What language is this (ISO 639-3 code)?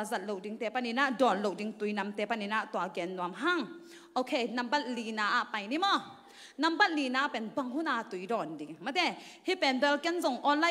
ctd